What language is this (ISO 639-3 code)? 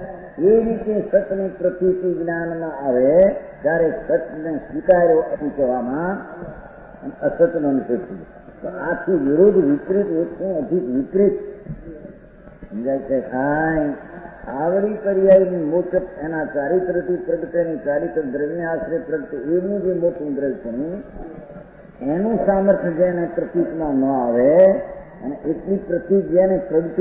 guj